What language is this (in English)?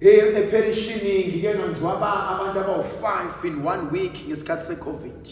Zulu